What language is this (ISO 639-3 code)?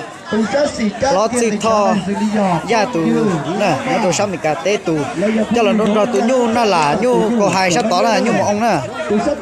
hmn